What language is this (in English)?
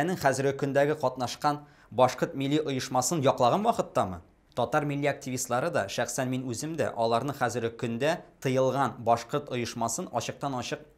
Tatar